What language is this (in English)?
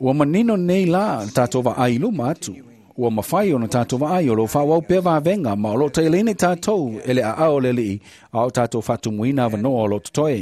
Samoan